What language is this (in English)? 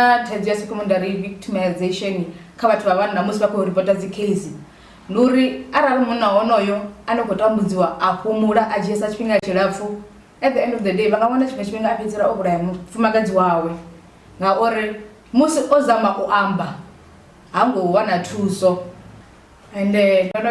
Venda